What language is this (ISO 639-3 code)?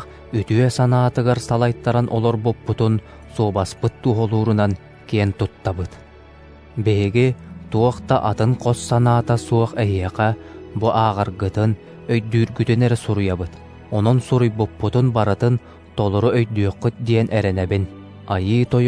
sah